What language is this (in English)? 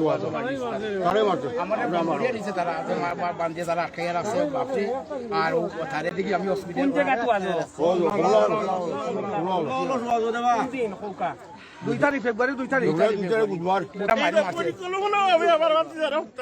Sylheti